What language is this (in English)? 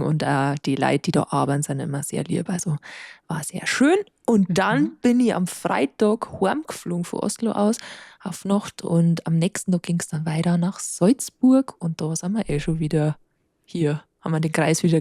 Bavarian